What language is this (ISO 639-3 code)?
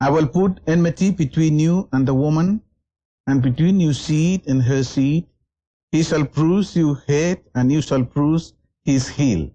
bis